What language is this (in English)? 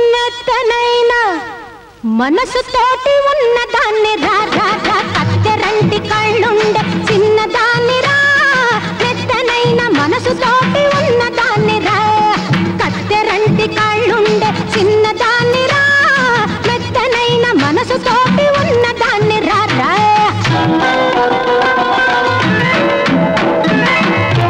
Telugu